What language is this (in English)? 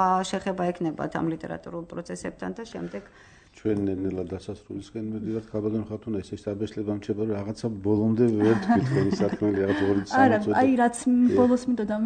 Georgian